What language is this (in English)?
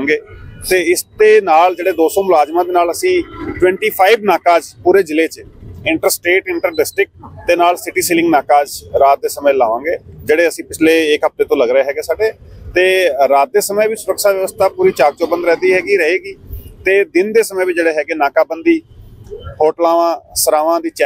Punjabi